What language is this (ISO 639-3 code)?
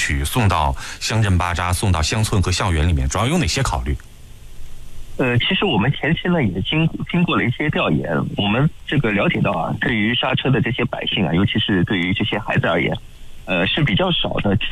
zho